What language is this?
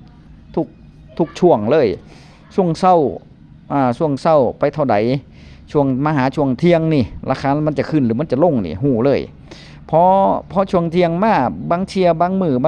Northeastern Thai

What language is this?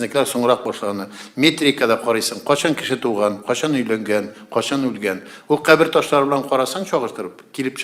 Tatar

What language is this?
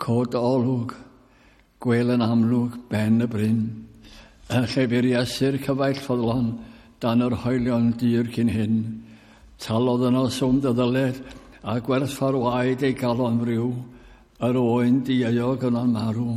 Welsh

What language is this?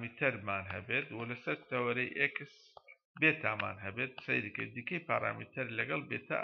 Central Kurdish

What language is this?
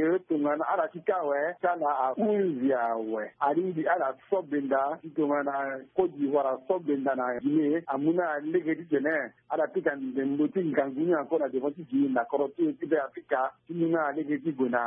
Sango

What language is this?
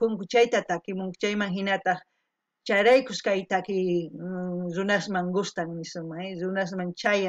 South Bolivian Quechua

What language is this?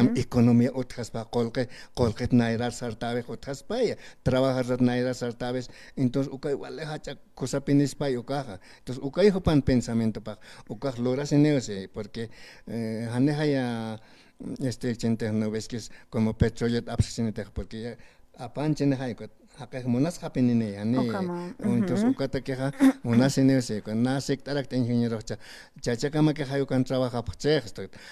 Aymara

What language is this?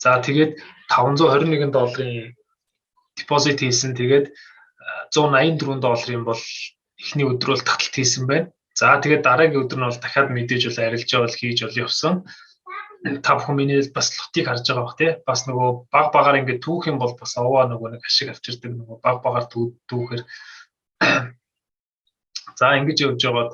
Mongolian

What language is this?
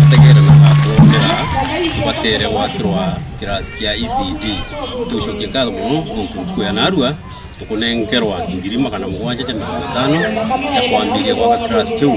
Meru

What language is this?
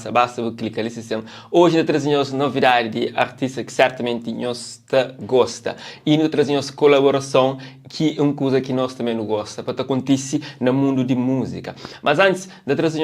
Kabuverdianu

